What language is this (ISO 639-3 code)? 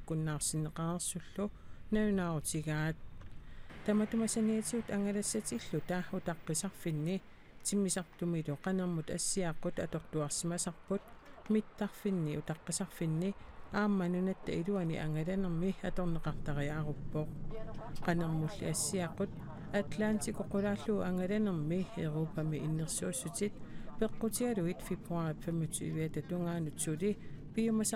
kal